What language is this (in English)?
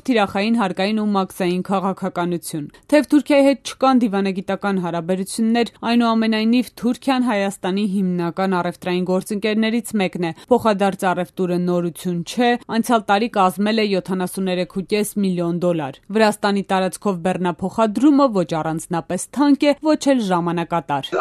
Armenian